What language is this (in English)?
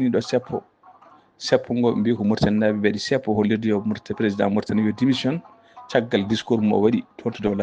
Fula